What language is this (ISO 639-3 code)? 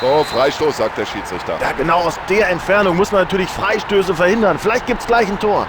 bar